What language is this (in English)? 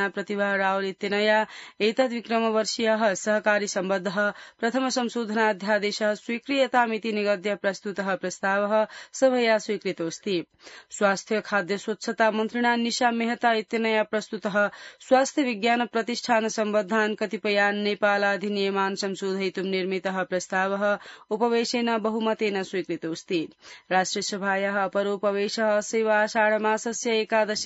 Sanskrit